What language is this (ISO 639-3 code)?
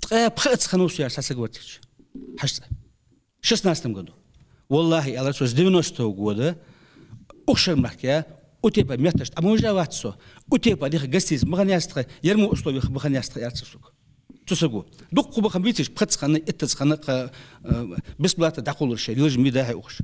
inh